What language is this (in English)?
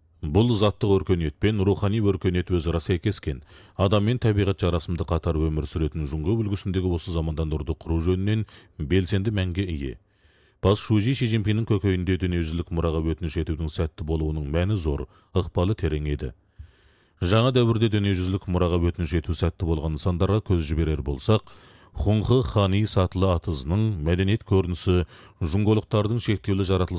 Kazakh